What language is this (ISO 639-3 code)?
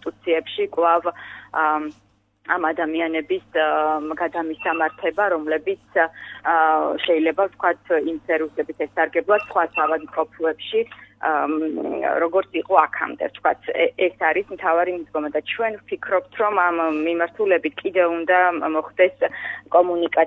kat